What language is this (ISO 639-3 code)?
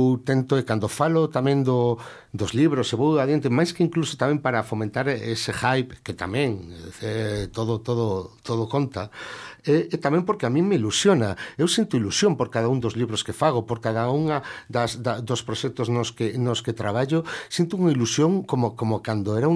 glg